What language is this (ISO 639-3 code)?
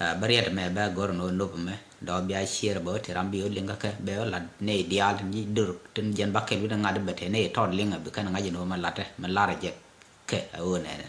nus